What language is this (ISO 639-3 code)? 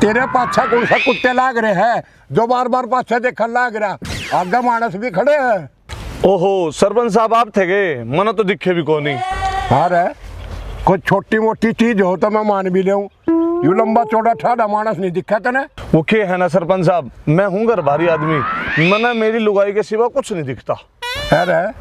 bgc